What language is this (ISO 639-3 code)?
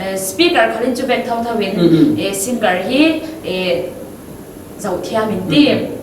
cfm